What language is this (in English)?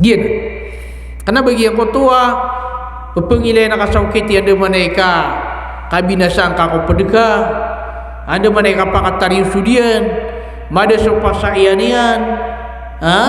Maranao